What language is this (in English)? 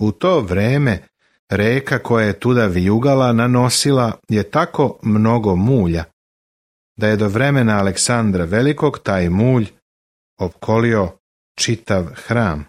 Serbian